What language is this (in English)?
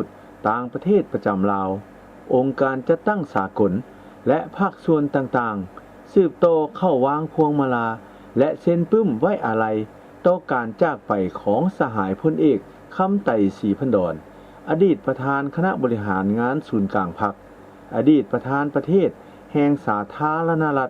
Lao